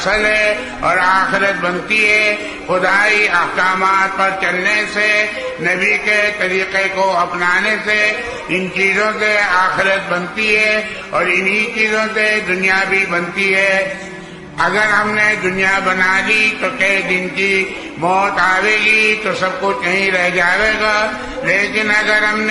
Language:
Urdu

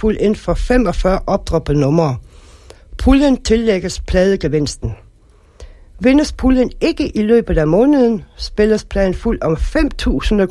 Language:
Danish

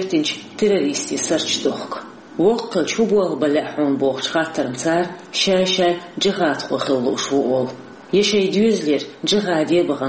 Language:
Chechen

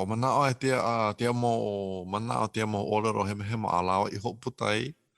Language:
Hawaiian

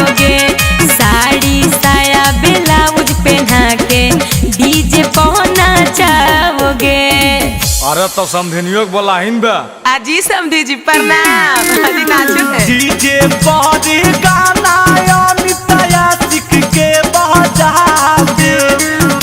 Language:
Magahi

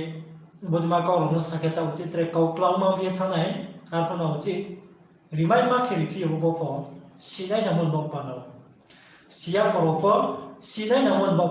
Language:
Riang (India)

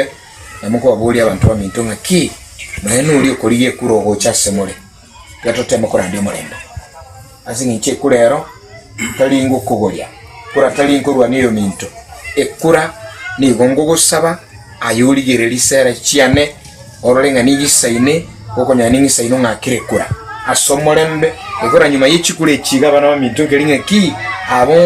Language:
Gusii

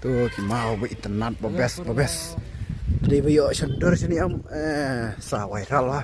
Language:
Khasi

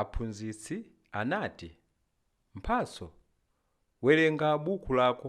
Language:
Nyanja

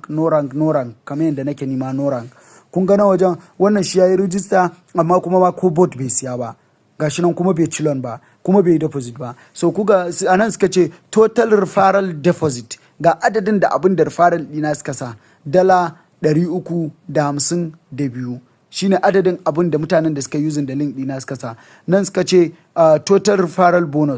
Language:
Hausa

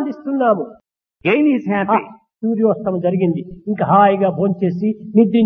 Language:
Telugu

